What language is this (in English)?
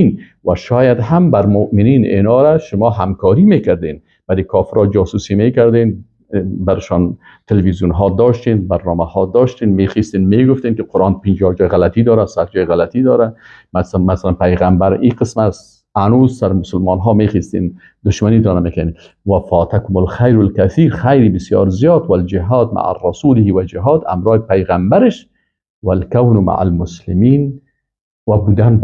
Persian